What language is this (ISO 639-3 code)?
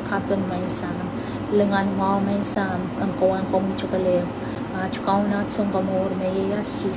pon